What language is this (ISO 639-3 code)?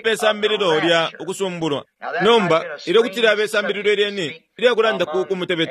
bem